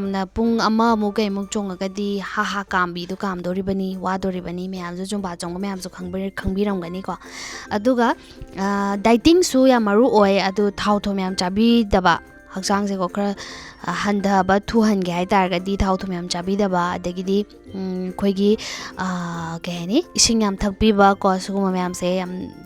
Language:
Manipuri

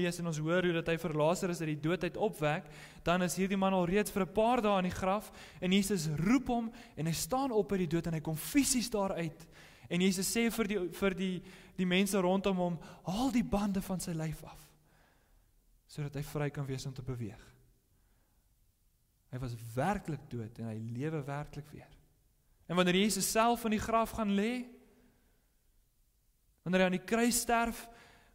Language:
Afrikaans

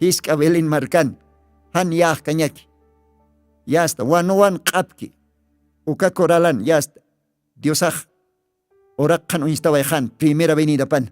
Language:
Aymara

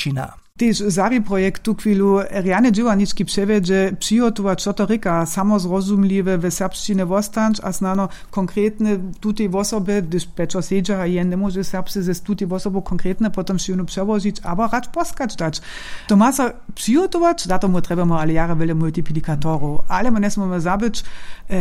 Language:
Upper Sorbian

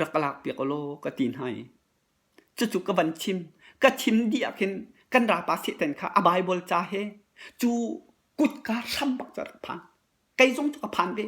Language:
Hakha Chin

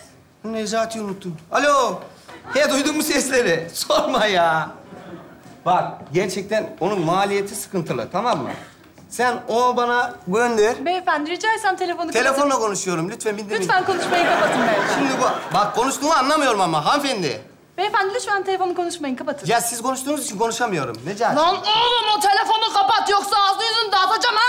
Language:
Turkish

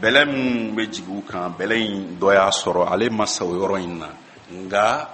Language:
Bambara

